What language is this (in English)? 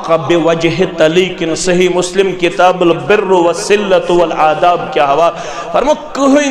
Kashmiri